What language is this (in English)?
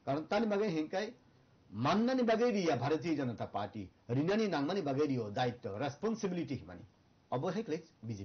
Kok Borok